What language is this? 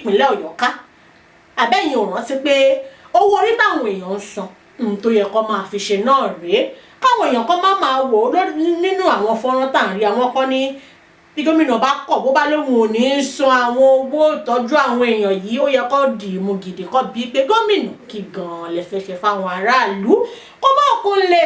Yoruba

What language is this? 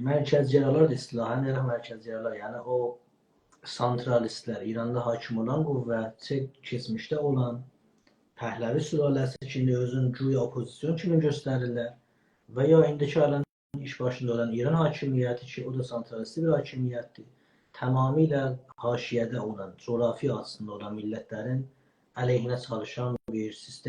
South Azerbaijani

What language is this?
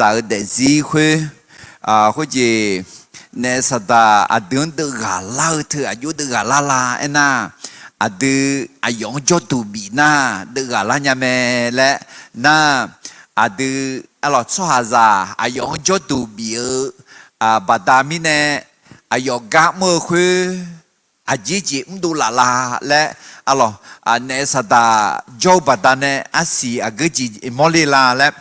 Akha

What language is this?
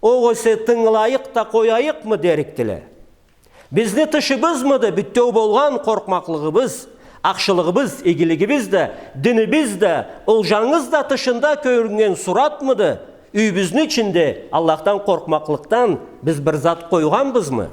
Karachay-Balkar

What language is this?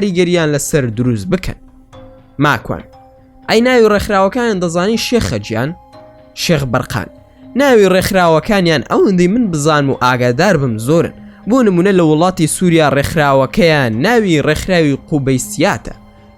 Central Kurdish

